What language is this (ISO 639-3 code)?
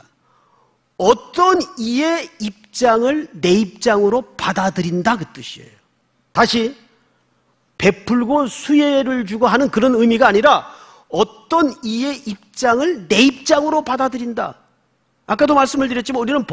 kor